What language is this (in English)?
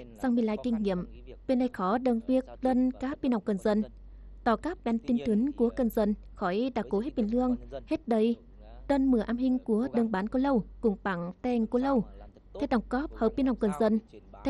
Tày